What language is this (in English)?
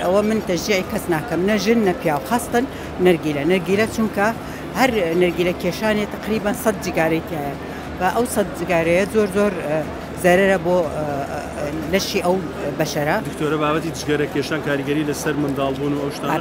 Central Kurdish